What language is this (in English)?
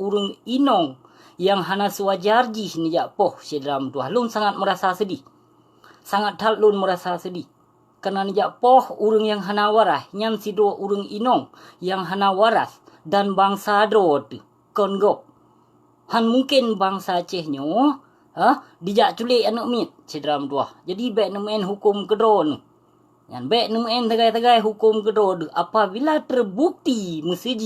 Achinese